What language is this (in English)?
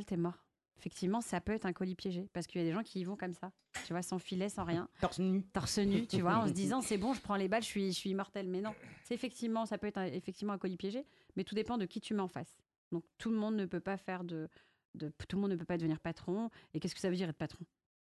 French